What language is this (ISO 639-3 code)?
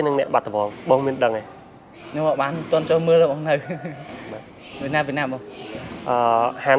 khm